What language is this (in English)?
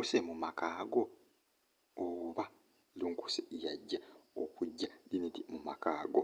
Ganda